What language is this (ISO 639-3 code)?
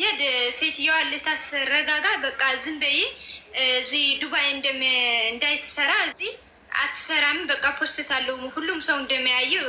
amh